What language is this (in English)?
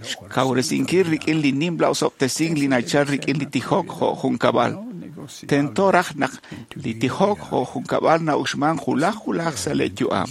Kekchí